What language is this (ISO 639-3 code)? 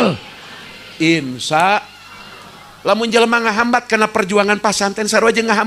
sun